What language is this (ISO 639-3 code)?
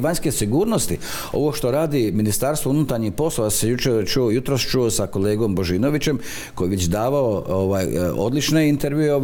hrv